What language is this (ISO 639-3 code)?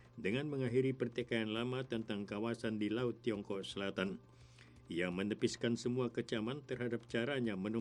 ind